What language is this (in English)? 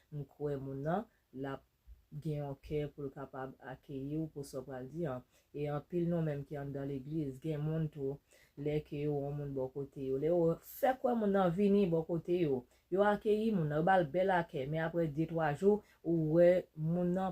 Haitian Creole